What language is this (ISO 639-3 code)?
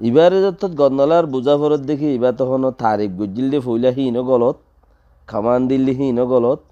rhg